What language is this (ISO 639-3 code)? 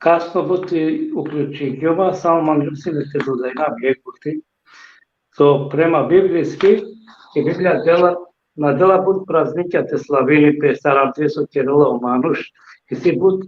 rmn